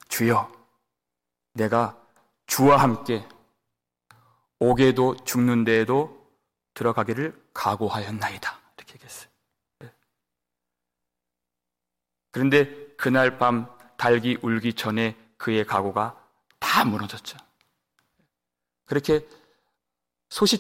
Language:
Korean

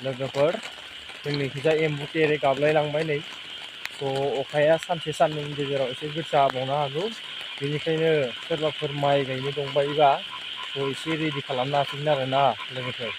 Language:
Bodo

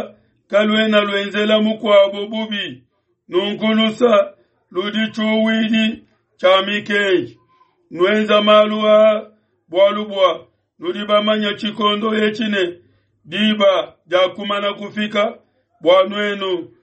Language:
Luba-Lulua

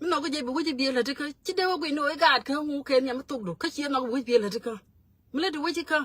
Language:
Nuer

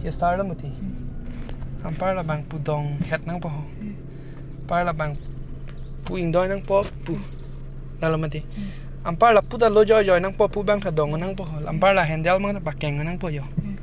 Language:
Karbi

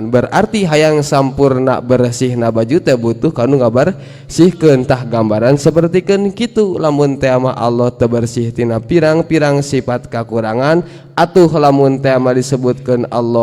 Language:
Sundanese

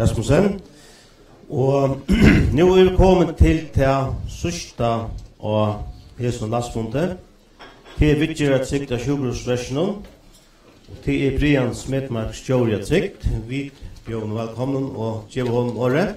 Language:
Faroese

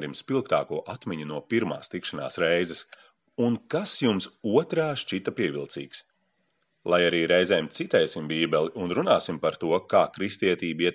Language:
Latvian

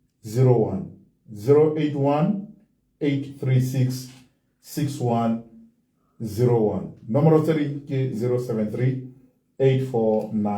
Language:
Southern Sotho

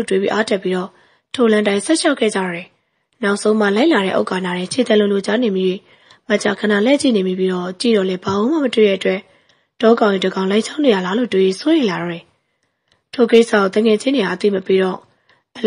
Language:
Burmese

